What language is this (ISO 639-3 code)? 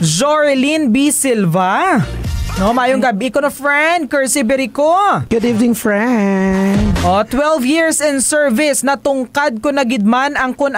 hil